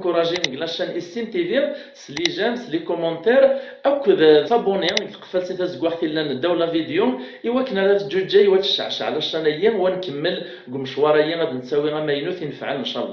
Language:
Kabyle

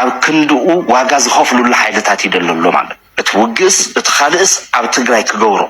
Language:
Tigrinya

